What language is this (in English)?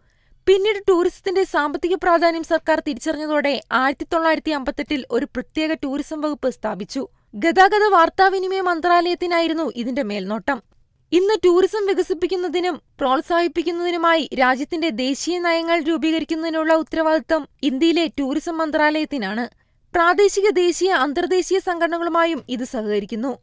Malayalam